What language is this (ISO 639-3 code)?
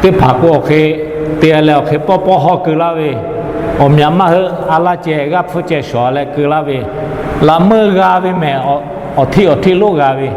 lhu